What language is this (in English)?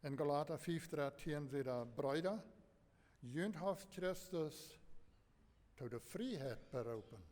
Plautdietsch